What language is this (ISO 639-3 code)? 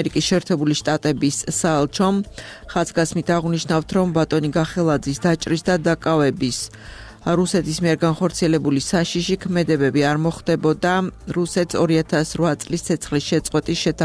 kat